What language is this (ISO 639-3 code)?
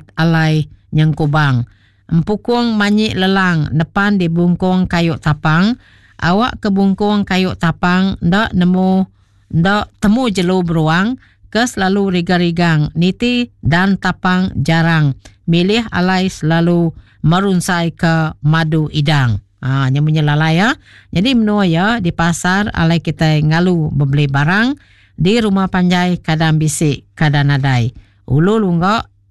iba